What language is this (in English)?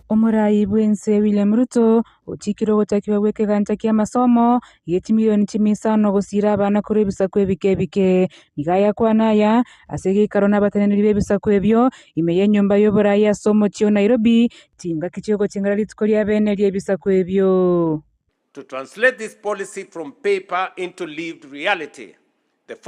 Gusii